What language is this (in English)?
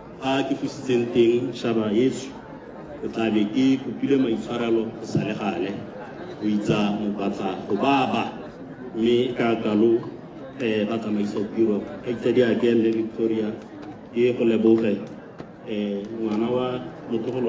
Tswana